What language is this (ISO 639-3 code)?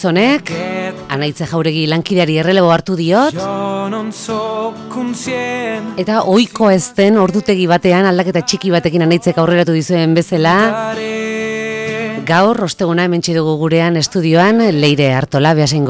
eus